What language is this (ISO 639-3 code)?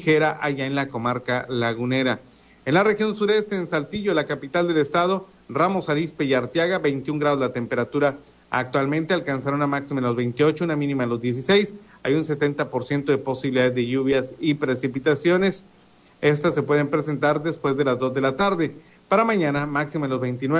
spa